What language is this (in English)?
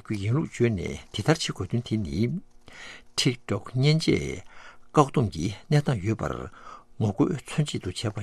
Tibetan